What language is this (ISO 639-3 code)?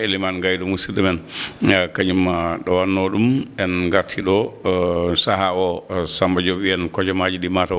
ful